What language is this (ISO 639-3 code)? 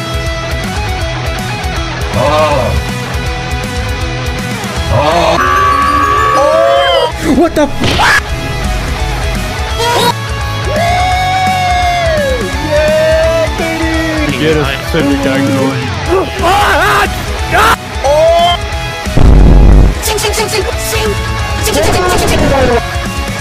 eng